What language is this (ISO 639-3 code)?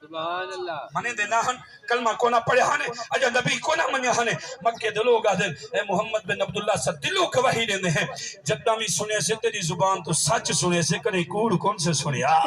skr